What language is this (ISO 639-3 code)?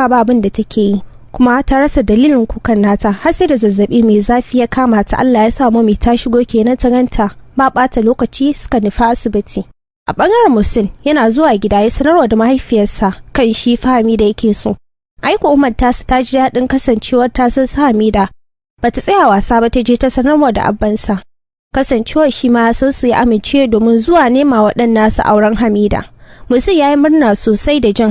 hau